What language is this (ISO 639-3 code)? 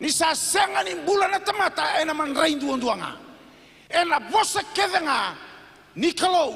fij